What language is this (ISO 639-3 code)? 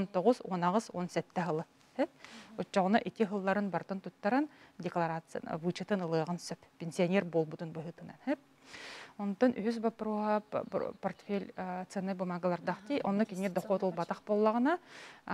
sah